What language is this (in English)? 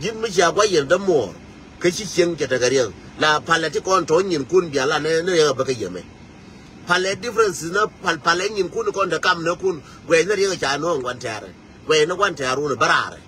Nuer